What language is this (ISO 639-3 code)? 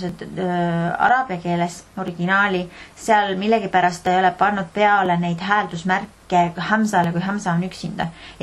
est